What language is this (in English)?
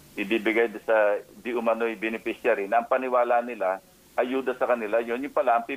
Filipino